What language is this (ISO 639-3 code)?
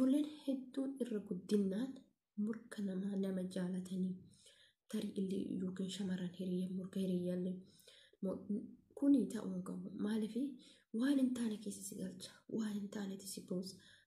orm